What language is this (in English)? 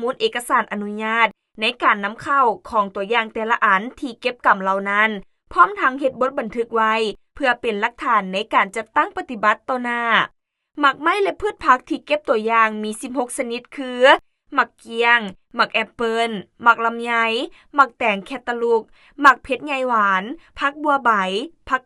Lao